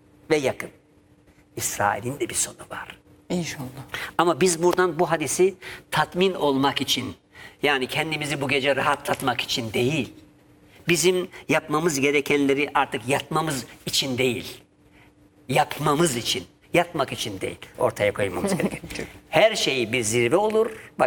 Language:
Turkish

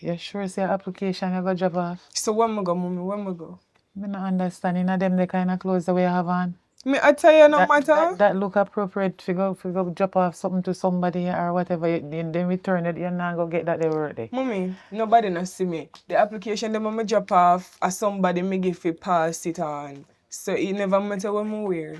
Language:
Jamaican Creole English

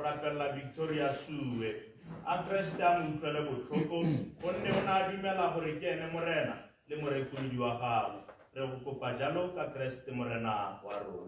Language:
Tswana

